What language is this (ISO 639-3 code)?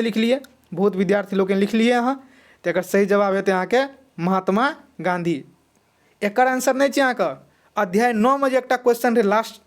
mai